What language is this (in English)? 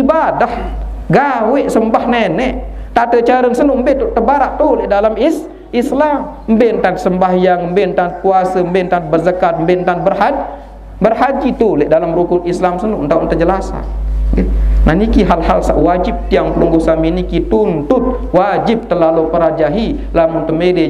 Sasak